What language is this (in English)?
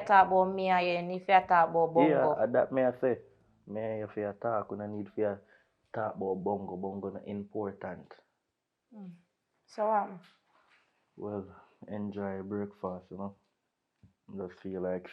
Jamaican Creole English